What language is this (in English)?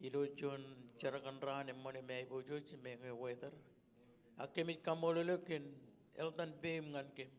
Marshallese